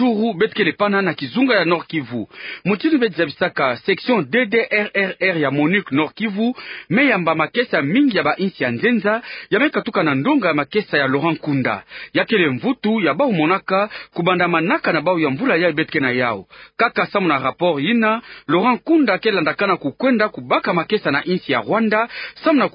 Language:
Kituba (Democratic Republic of Congo)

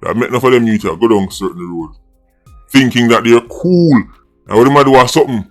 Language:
Jamaican Creole English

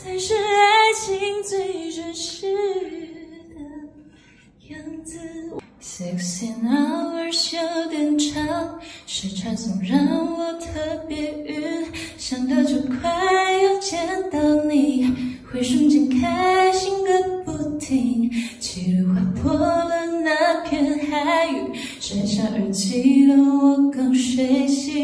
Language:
Chinese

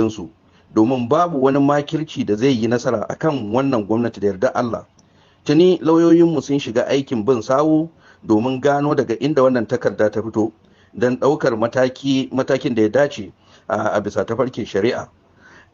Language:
Hausa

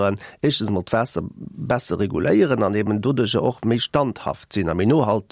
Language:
Luxembourgish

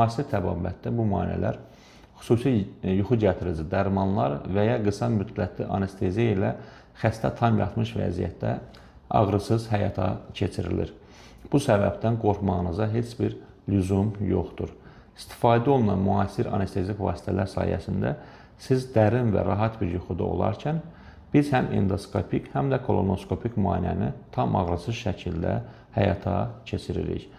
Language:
Azerbaijani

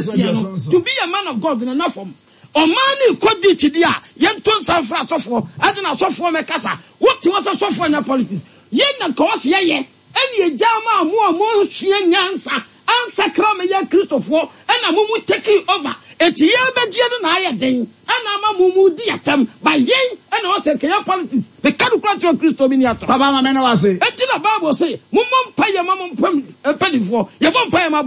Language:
Akan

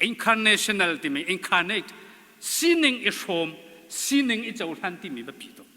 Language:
Hakha Chin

